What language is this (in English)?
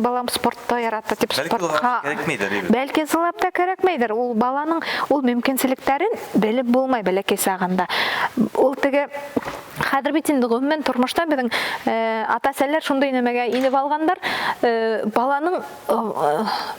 Bashkir